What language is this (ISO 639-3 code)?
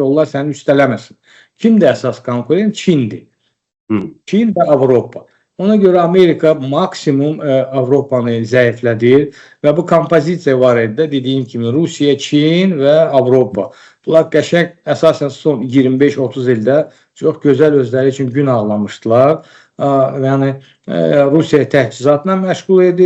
aze